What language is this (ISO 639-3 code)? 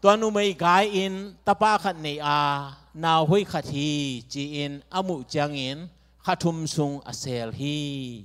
ctd